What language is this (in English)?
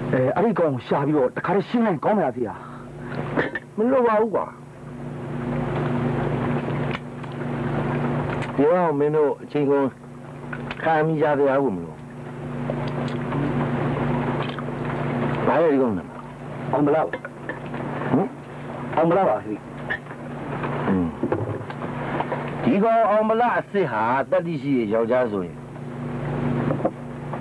Burmese